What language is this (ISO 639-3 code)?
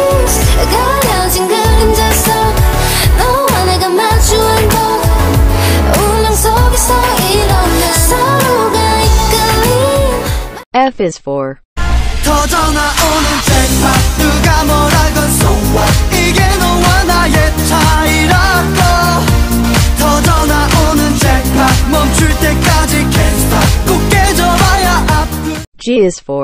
kor